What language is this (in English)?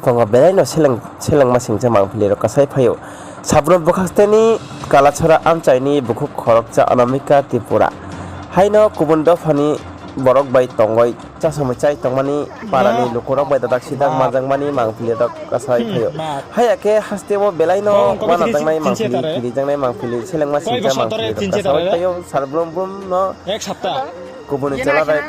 Kok Borok